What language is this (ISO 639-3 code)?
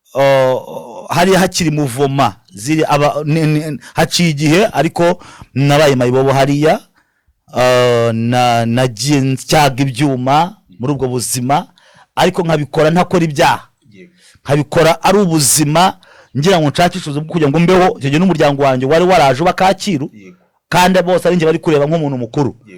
kin